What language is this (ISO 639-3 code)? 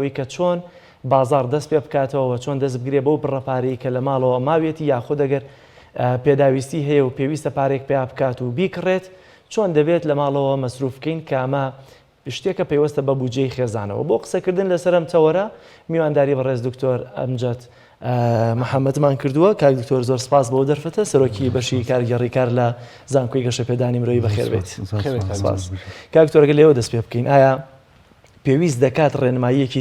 ckb